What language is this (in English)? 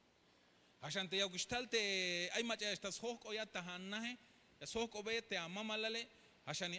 Tzeltal